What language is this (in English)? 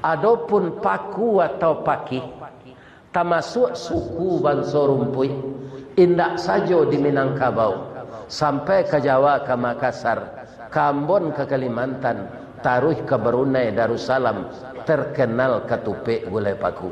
Minangkabau